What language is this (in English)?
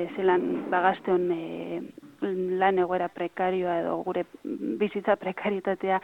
Basque